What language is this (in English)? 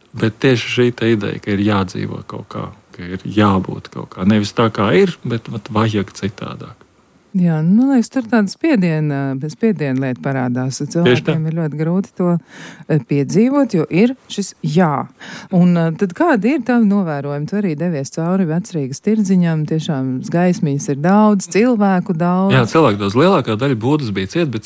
Latvian